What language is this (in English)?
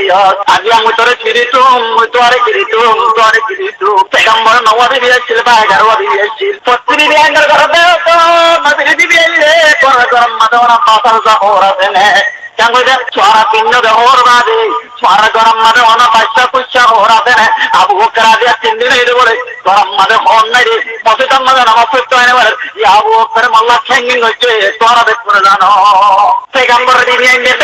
Rohingya